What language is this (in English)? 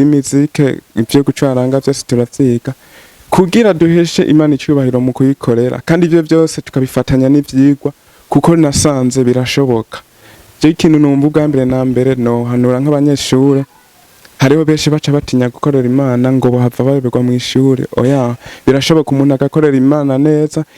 Rundi